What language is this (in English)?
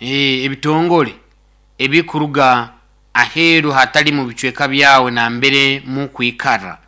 Nyoro